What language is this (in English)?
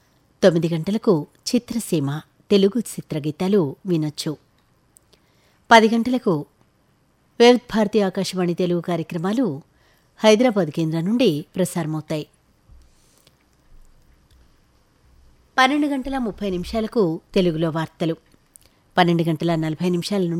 Telugu